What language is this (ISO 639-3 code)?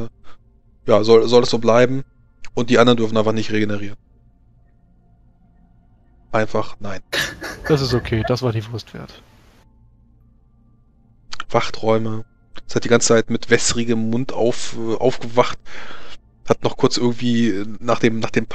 deu